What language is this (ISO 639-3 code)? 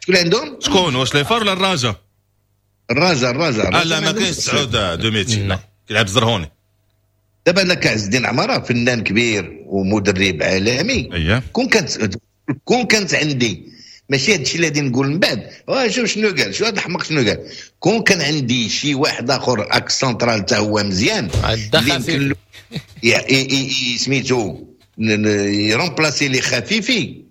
ary